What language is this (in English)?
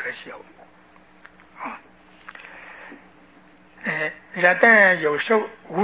Chinese